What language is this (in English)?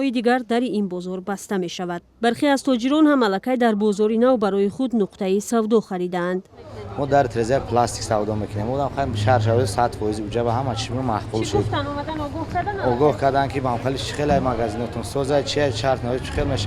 Tajik